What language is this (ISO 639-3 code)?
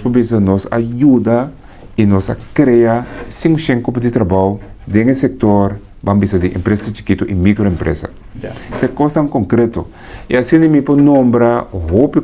pap